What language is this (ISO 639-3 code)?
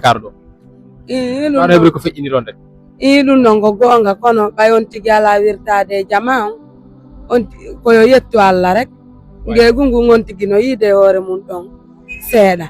ful